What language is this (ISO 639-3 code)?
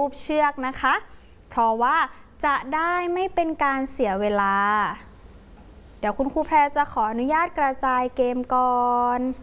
tha